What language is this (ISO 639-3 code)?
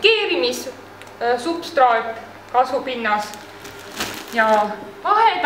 est